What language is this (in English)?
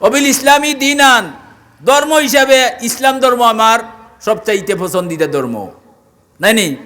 Sylheti